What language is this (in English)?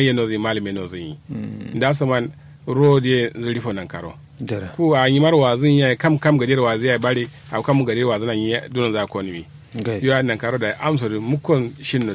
Kanuri